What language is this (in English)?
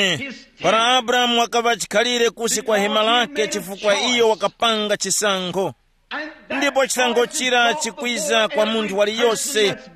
Tumbuka